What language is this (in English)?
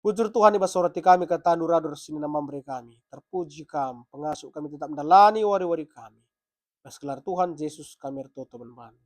Batak Karo